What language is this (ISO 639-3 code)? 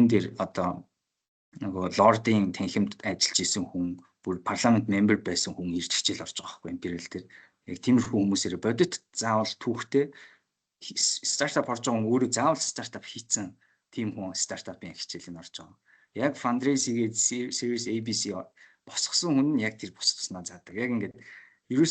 mon